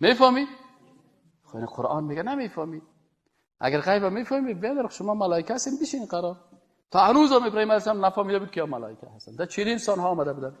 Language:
Persian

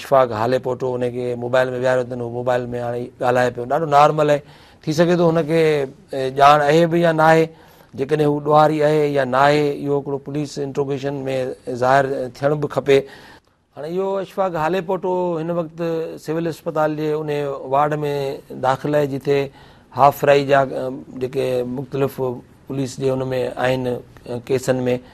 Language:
Sindhi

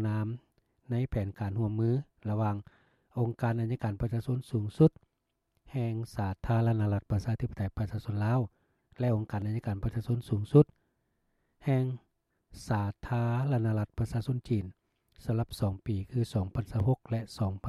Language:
Lao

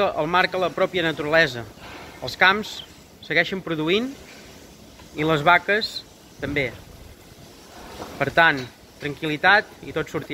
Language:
Catalan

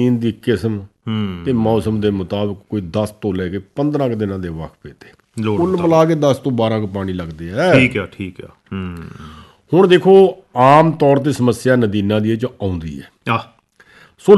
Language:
Punjabi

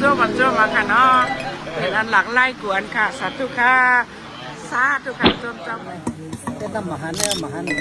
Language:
Shan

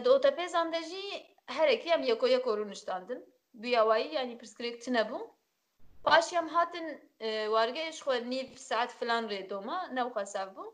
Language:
Kurdish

